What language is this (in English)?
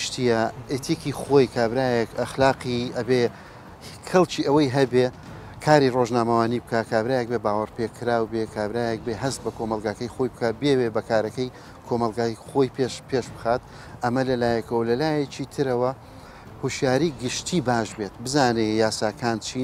Central Kurdish